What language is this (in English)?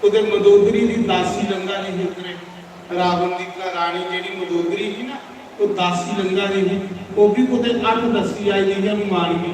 Dogri